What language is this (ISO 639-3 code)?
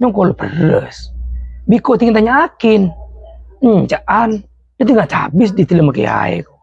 mad